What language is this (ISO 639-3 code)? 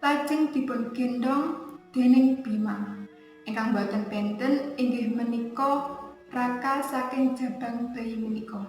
jav